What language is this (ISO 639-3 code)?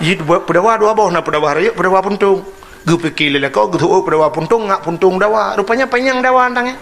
ace